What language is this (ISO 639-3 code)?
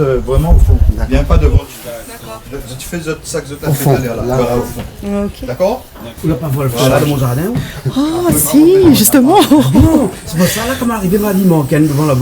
rcf